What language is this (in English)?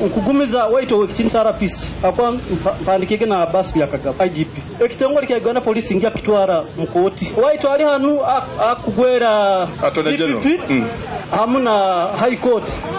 Nyoro